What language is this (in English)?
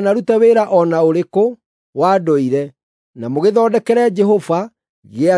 Kikuyu